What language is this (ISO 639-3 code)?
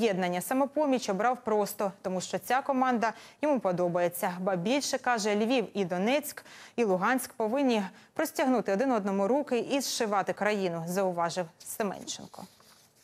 ukr